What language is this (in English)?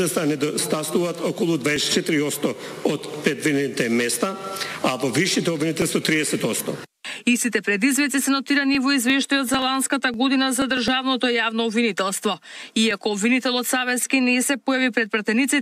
Macedonian